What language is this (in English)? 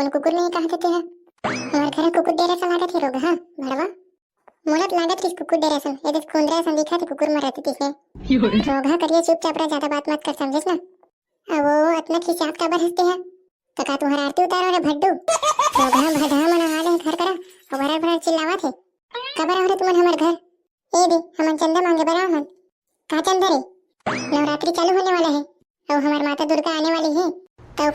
Chhattisgarhi